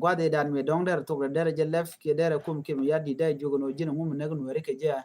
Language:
Nuer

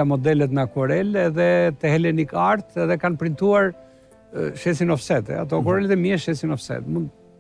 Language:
Albanian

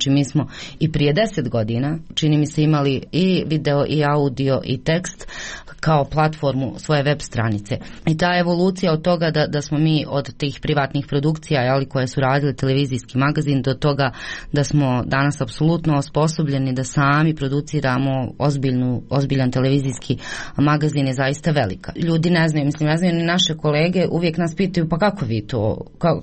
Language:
Croatian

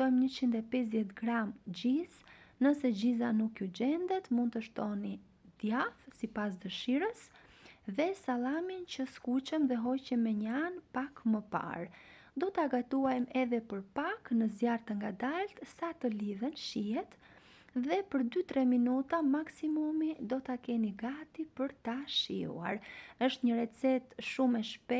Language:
Albanian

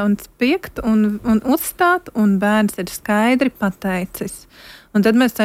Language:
Latvian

